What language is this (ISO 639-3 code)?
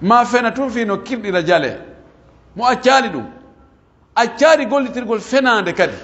fuf